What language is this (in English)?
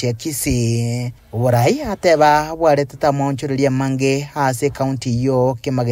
Gusii